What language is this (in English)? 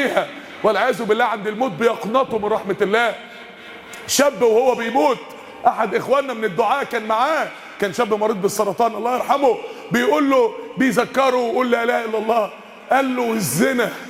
Egyptian Arabic